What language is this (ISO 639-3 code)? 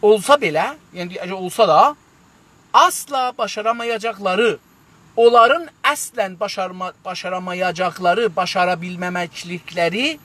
azb